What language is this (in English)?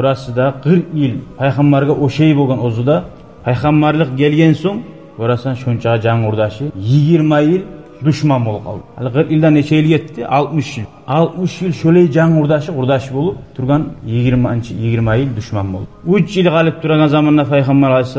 Kumyk